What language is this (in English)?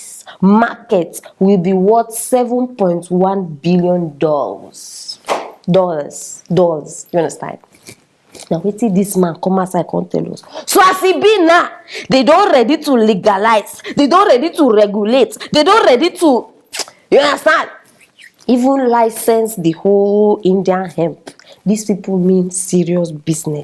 Nigerian Pidgin